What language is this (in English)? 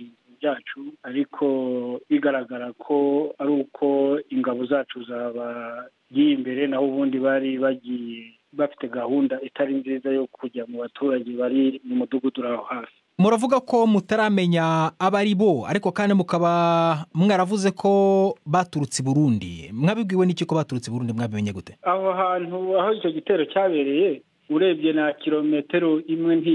Kinyarwanda